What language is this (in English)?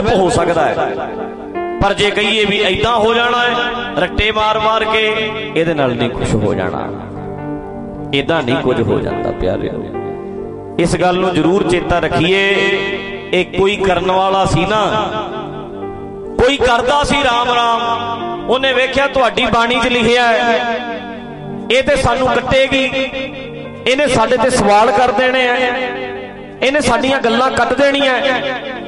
Punjabi